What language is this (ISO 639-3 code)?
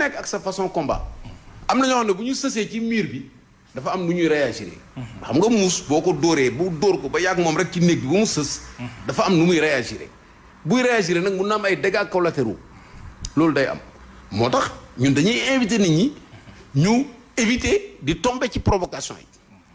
wol